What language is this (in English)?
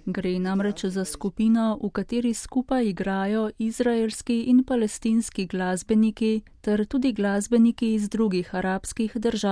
Slovenian